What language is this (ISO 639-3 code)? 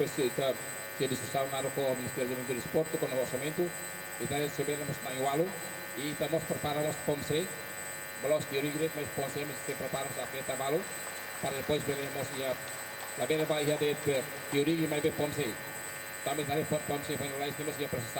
tet